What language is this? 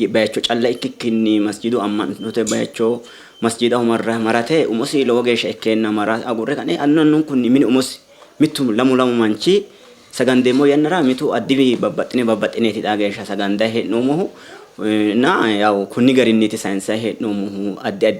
Sidamo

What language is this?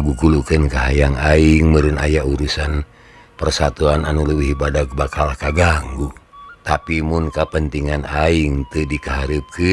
Sundanese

